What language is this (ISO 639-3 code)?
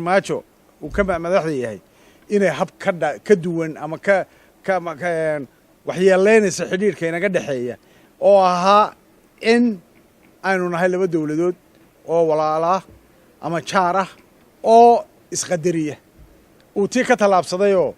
som